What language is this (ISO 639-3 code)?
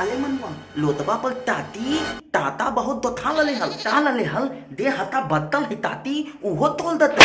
mag